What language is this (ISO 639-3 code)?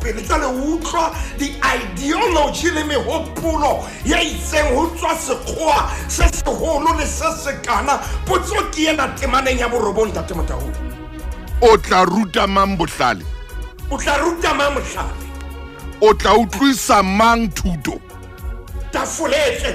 sot